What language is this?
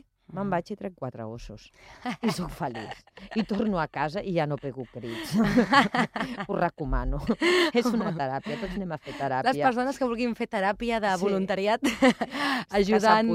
Catalan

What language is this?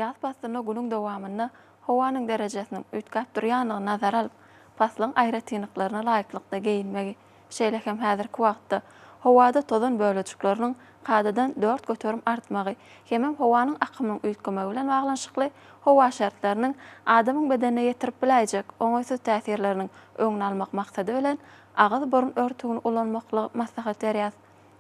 Turkmen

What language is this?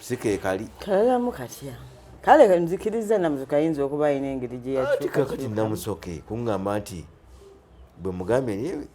Ganda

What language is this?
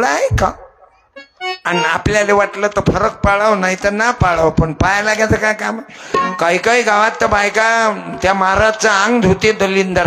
Marathi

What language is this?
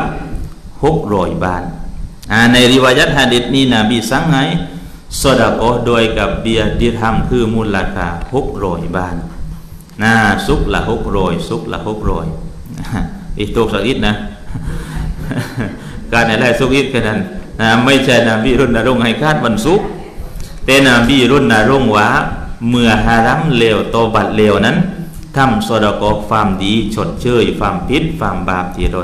Thai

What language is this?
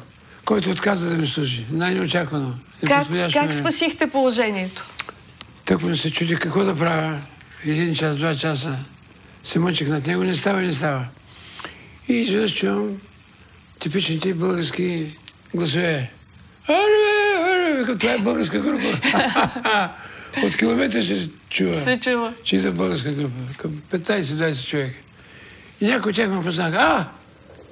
Bulgarian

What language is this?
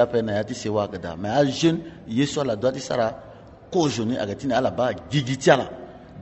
Sango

